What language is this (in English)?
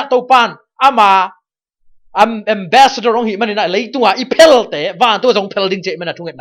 Tedim Chin